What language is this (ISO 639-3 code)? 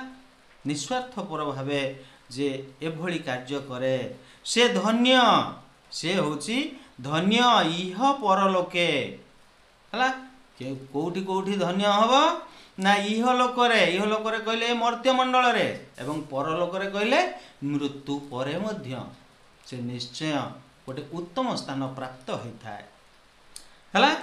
ori